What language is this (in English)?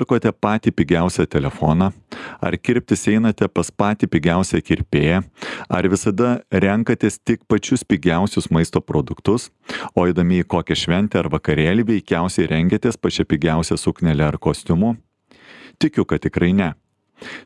Lithuanian